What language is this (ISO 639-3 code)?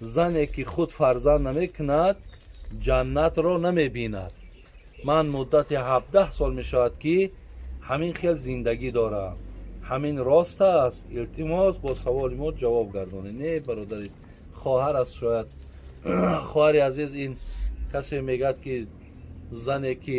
tgk